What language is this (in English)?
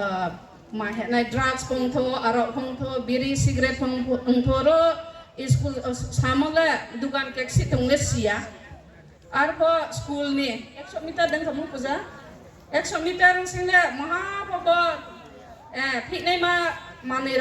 Riang (India)